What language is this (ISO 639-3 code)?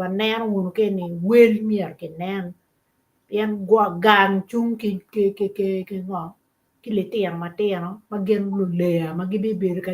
ach